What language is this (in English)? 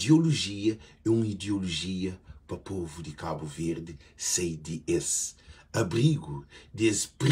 Kabuverdianu